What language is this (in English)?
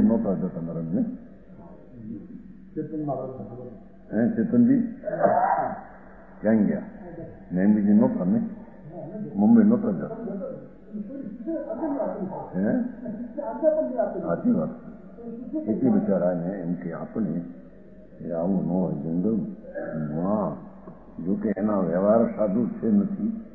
Gujarati